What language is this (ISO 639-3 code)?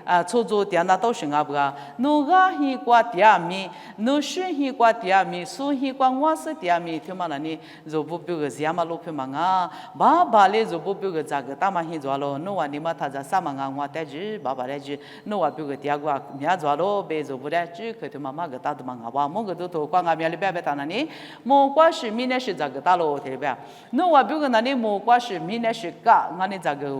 lis